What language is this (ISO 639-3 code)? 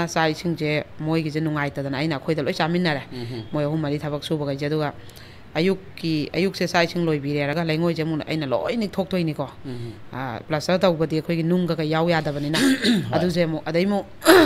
mni